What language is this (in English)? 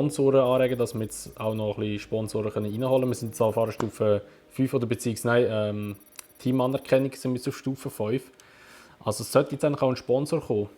Swiss German